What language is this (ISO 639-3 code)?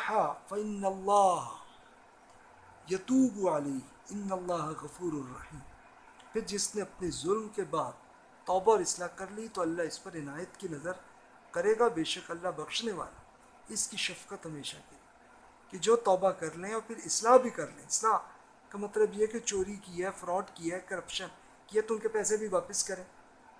urd